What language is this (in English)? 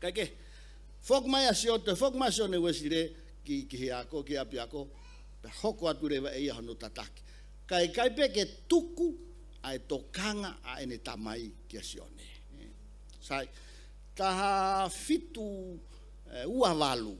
Tongan